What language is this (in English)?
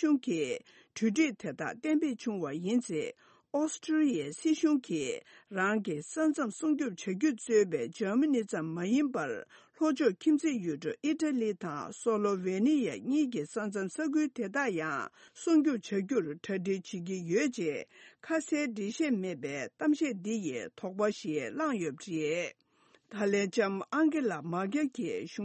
Tibetan